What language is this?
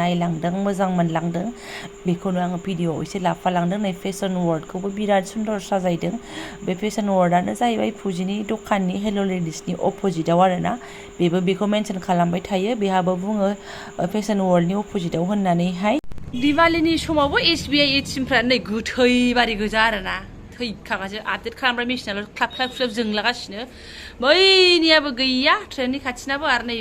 Bodo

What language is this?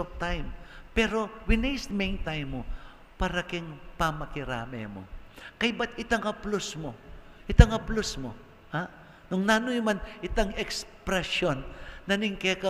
Pampanga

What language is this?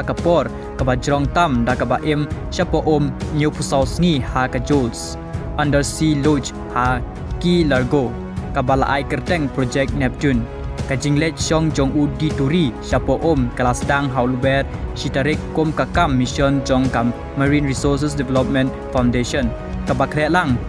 Khasi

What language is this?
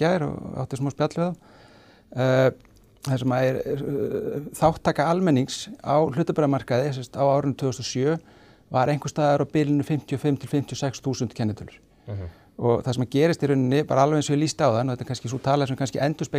Icelandic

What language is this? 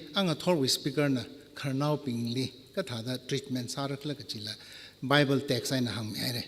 Tangkhul Naga (India)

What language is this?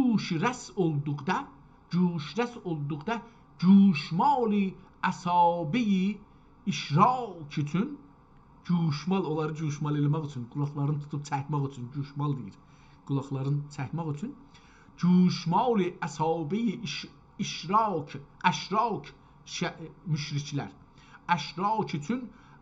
South Azerbaijani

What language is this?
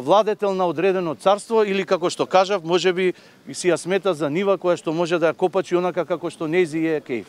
Macedonian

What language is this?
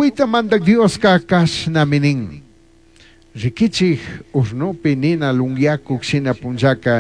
Chimborazo Highland Quichua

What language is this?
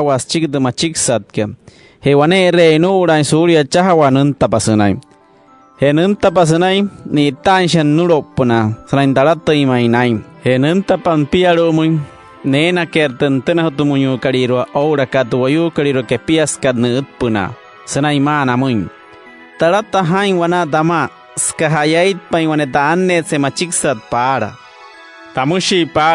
Wayuu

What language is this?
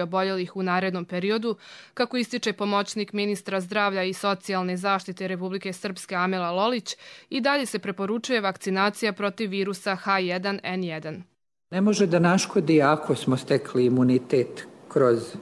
Croatian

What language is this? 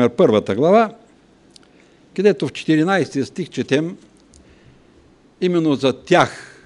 Bulgarian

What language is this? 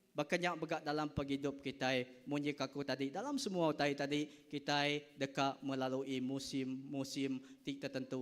Iban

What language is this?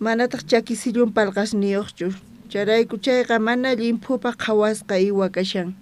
South Bolivian Quechua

